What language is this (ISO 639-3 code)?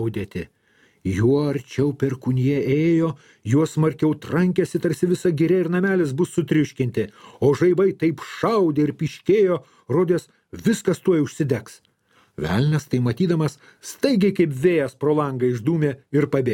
lit